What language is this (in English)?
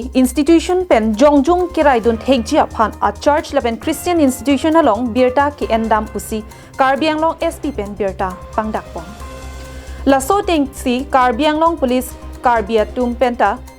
Karbi